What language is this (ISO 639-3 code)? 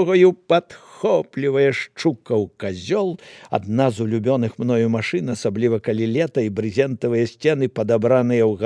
bel